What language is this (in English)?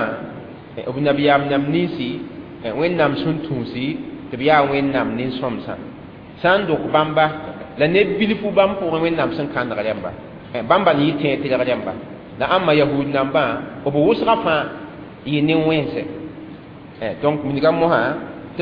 Mossi